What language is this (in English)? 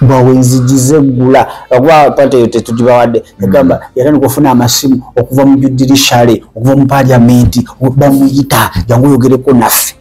Ganda